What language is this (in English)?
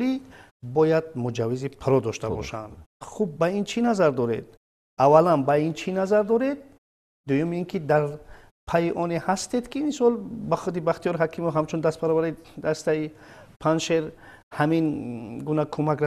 Tajik